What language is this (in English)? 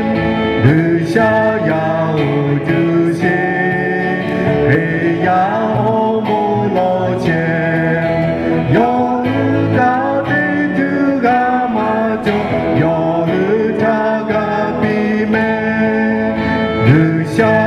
Lahu